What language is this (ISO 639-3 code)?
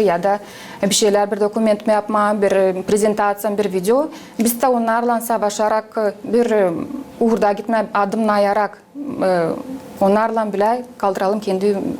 gag